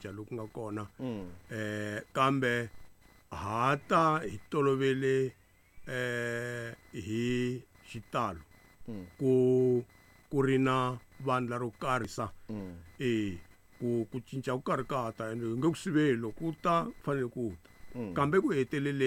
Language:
Tsonga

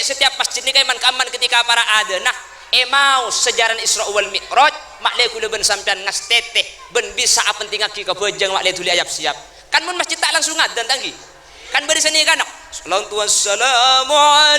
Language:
Madurese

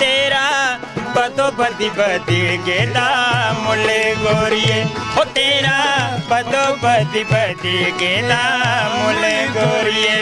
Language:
Dogri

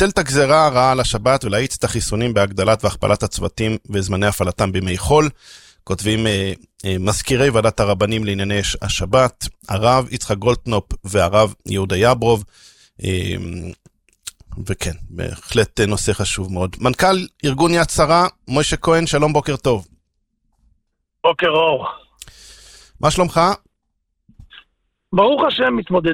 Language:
Hebrew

